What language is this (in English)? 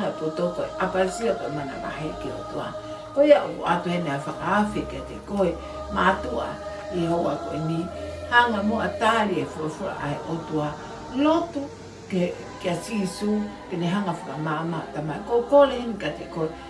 Tongan